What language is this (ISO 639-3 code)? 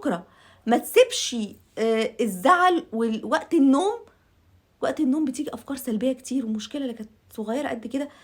arz